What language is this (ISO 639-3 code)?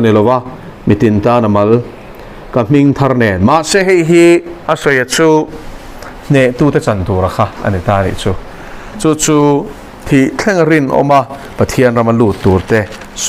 lus